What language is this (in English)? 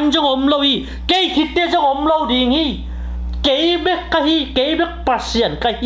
Tedim Chin